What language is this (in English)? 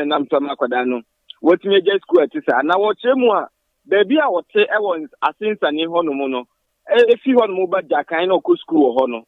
Akan